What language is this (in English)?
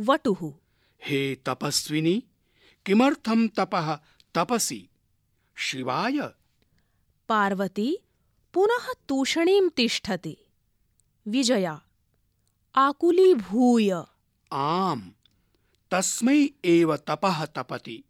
Sanskrit